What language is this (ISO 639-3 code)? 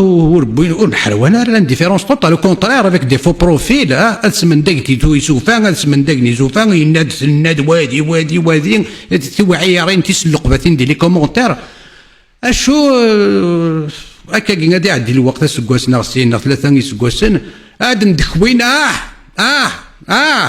kab